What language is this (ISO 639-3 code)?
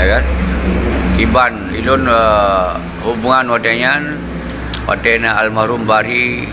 ace